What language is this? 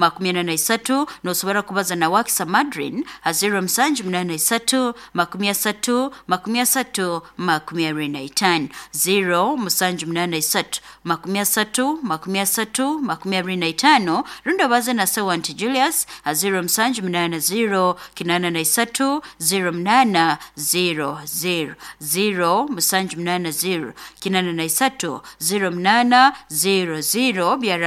Nyoro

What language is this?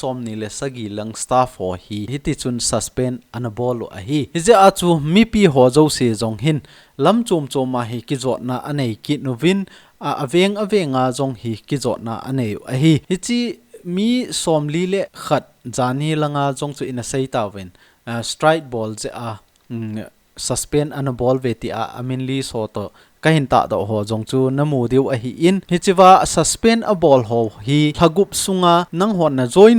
Thado Chin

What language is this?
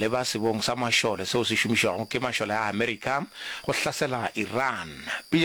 Northern Sotho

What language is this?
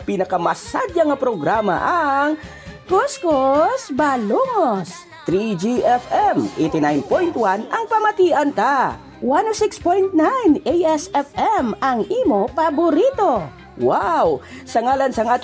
Hiligaynon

